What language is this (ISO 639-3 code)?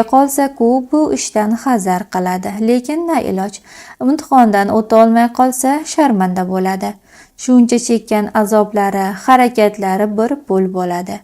uzb